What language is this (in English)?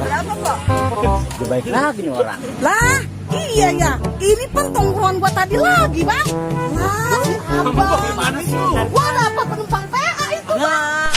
Betawi